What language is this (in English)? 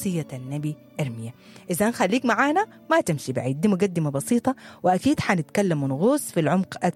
Sudanese Arabic